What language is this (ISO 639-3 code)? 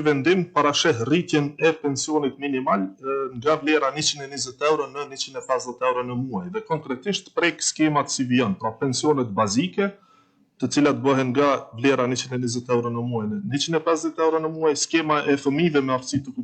sqi